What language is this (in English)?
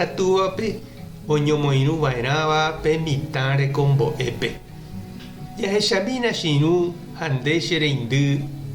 Guarani